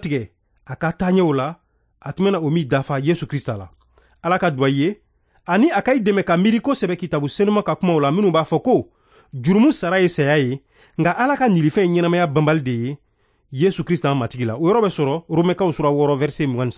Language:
Bambara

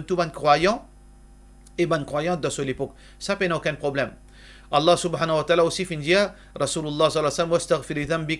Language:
Morisyen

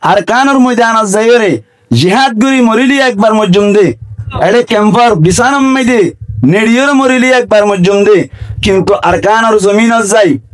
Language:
Rohingya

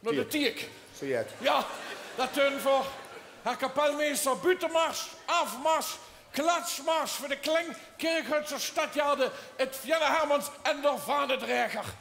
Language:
Limburgish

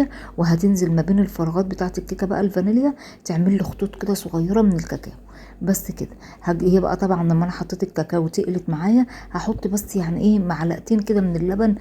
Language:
Egyptian Arabic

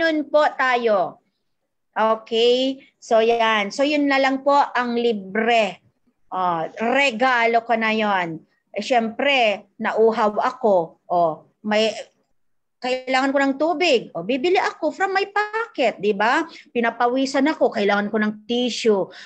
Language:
Filipino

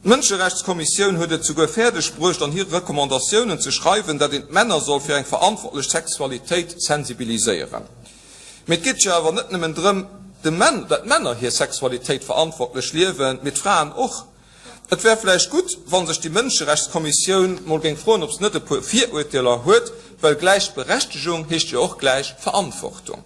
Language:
Luxembourgish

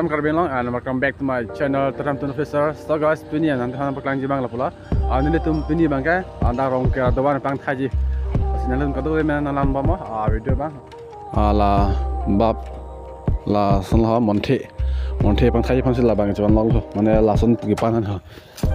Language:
Karbi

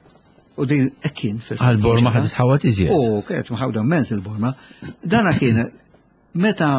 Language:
Maltese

